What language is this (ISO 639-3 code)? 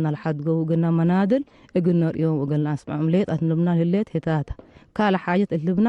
tig